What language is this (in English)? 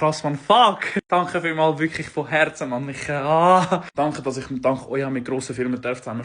Swiss German